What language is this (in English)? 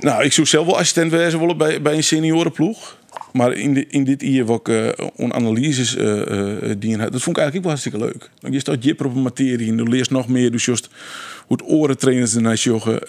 Western Frisian